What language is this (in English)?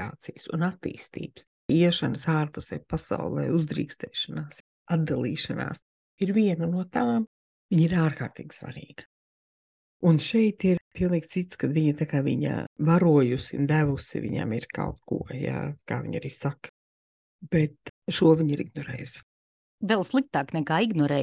Latvian